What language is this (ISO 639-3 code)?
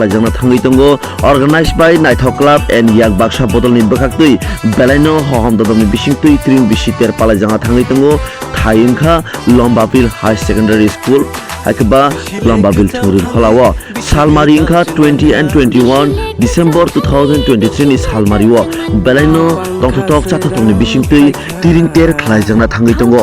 trp